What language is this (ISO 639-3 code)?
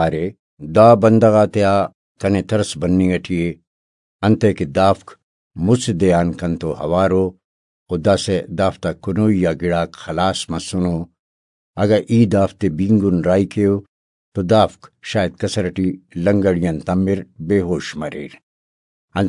brh